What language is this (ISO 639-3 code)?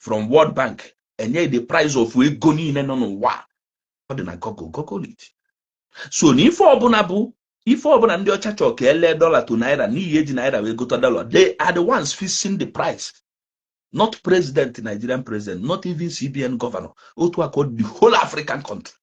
ibo